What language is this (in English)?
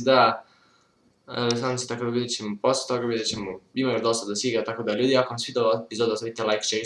Serbian